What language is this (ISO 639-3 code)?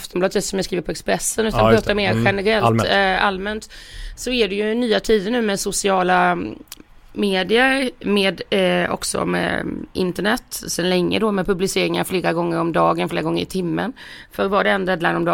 swe